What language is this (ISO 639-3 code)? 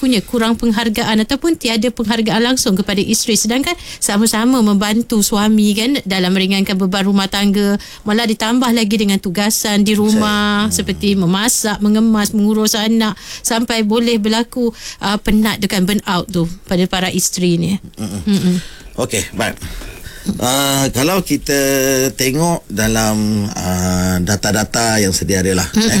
msa